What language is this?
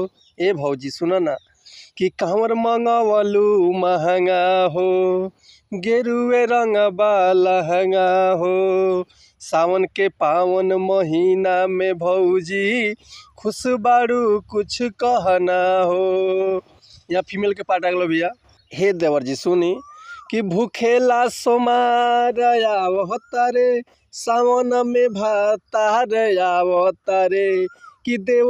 Bhojpuri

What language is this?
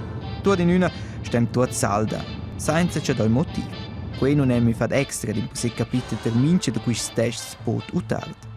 Romansh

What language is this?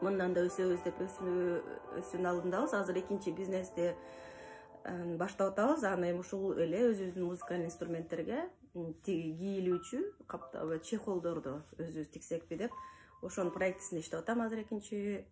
Kyrgyz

